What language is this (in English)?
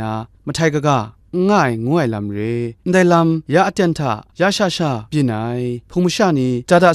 Kachin